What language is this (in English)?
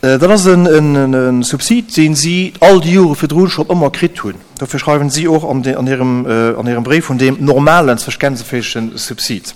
Luxembourgish